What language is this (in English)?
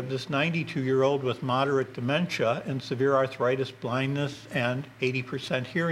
English